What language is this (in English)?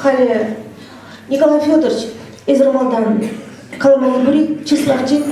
Chuvash